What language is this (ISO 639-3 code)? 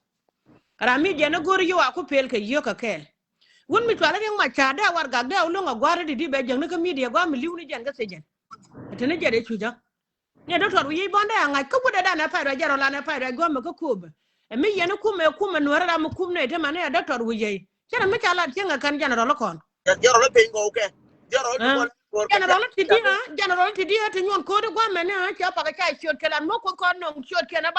nus